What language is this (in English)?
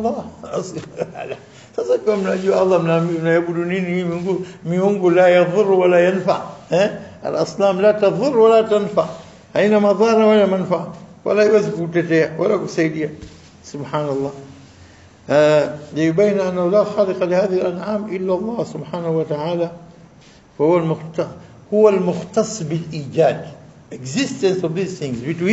Swahili